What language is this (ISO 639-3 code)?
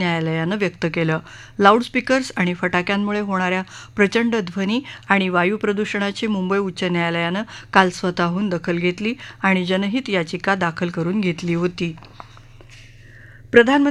mar